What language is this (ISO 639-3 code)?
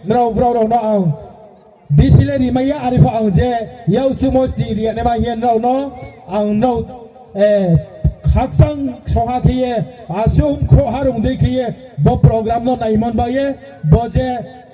ria